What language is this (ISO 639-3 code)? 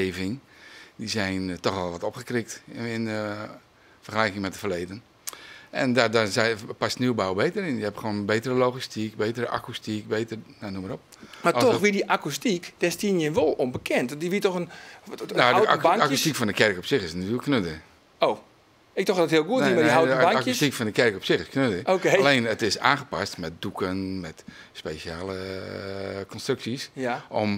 fry